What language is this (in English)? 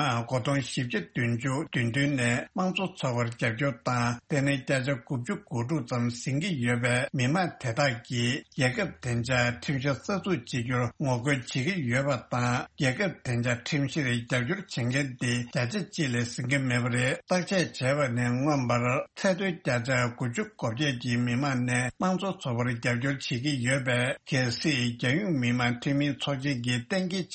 Tibetan